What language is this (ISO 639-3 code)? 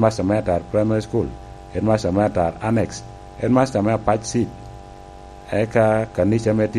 laj